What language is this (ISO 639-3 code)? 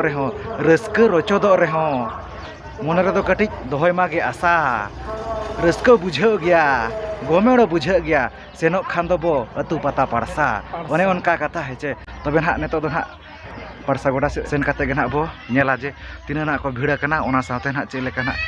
sat